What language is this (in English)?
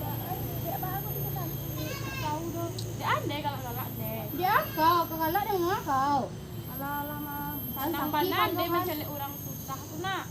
Minangkabau